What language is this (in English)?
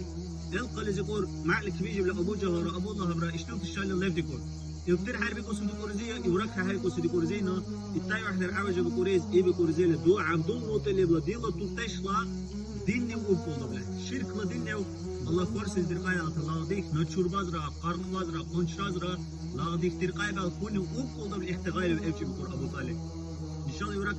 Dargwa